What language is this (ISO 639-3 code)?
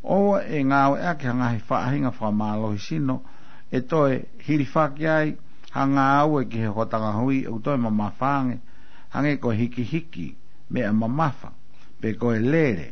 ton